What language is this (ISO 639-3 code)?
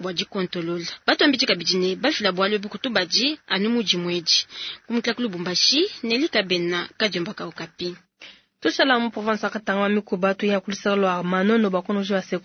lua